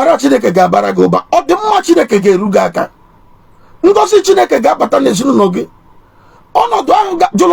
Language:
Igbo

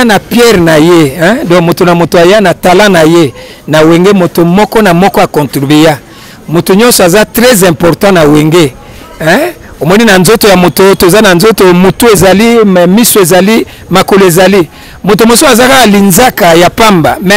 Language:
Lingala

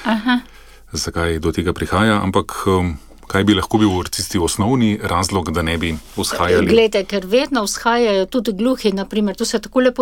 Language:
Slovenian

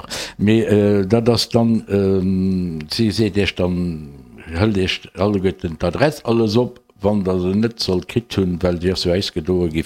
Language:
Luxembourgish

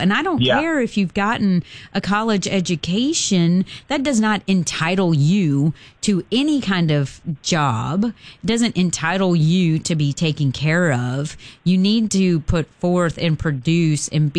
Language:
English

